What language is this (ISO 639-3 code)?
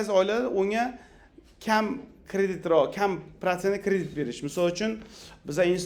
uzb